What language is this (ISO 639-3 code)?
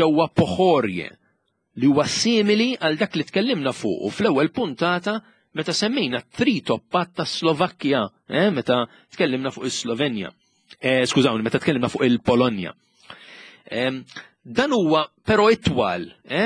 mlt